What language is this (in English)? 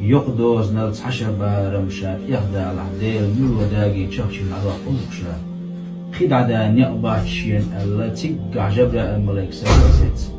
Chechen